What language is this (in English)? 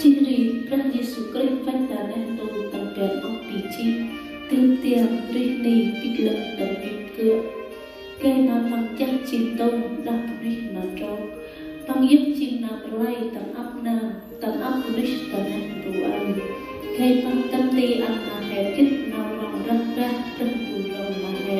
Central Mnong